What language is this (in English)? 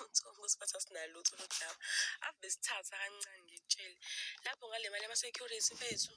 Zulu